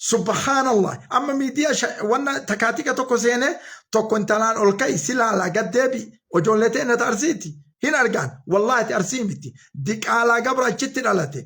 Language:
Oromo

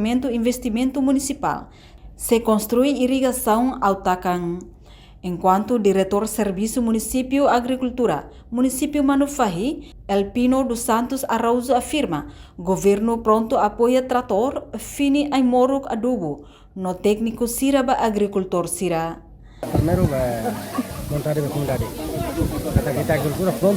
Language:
Tetum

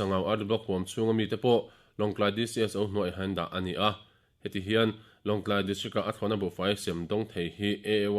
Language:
Mizo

